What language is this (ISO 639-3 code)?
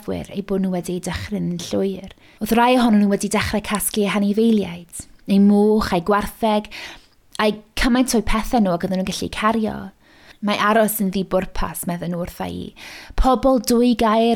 cym